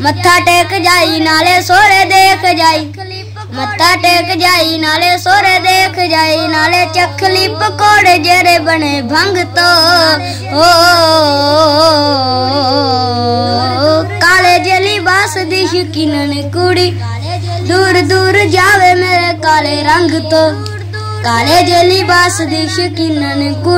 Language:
Punjabi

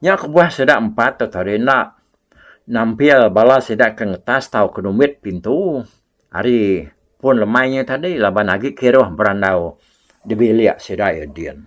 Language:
Iban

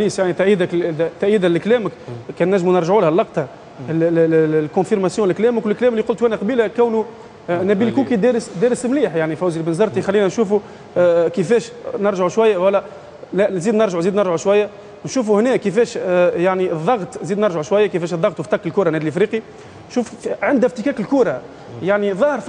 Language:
Tunisian Arabic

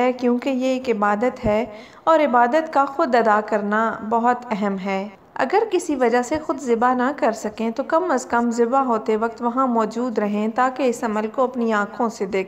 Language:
Urdu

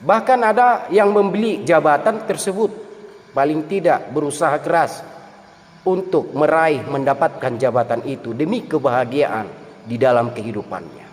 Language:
Batak Toba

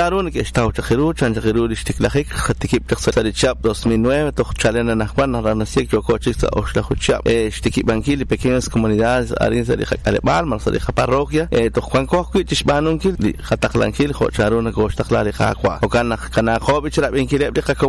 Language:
Kekchí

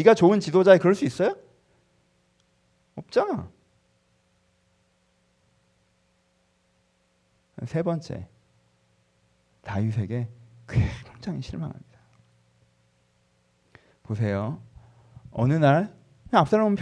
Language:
Korean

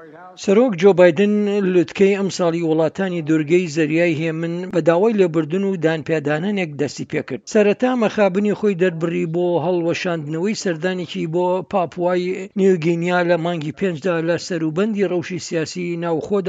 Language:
Central Kurdish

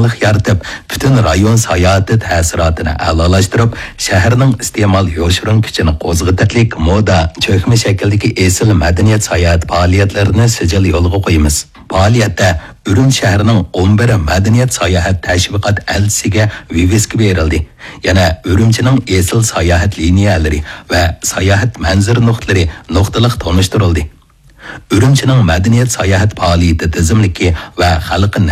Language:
Uyghur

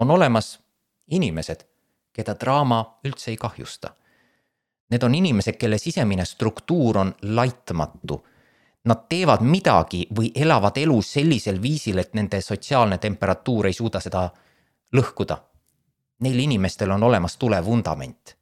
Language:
Estonian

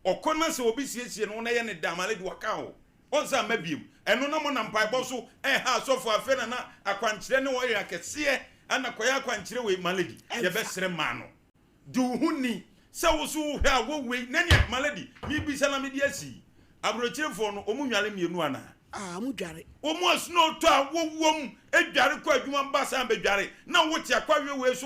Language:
Akan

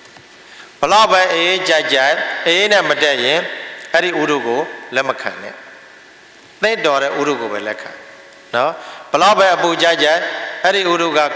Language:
Burmese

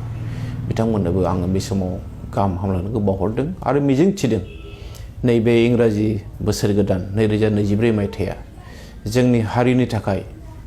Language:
Bodo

